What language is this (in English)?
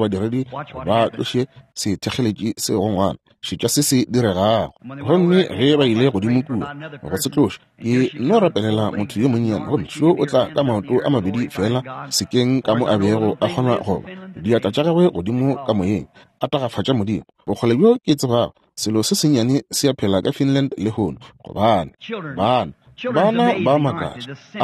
Northern Sotho